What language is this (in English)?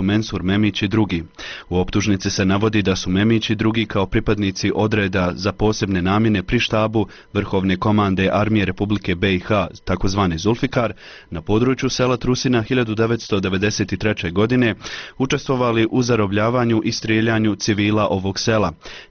Bosnian